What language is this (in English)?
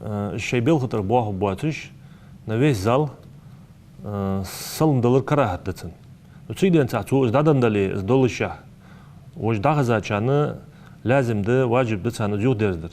Ingush